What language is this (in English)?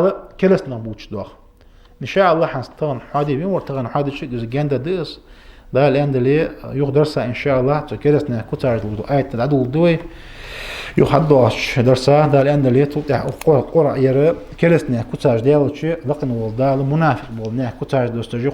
Ingush